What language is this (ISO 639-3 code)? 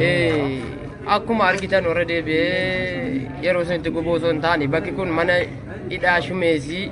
orm